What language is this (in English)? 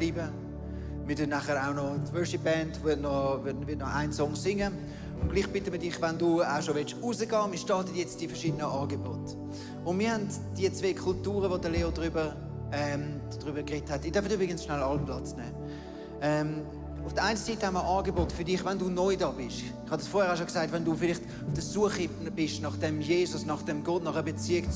Swiss German